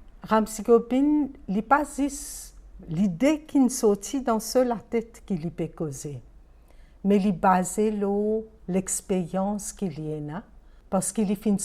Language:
Morisyen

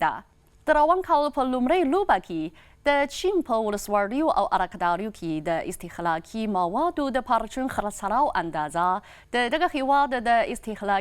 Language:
Pashto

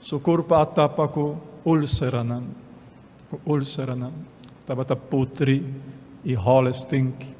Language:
Papiamento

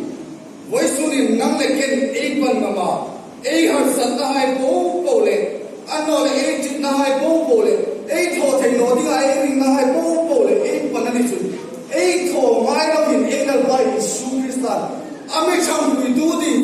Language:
Hmar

